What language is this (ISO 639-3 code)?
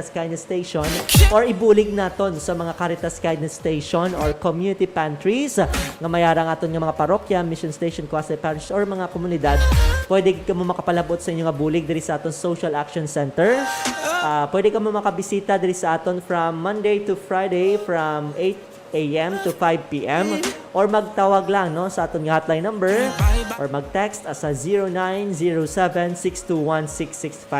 hil